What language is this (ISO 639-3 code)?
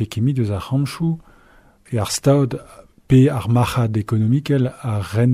bre